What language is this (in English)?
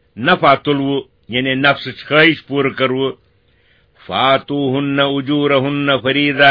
Kashmiri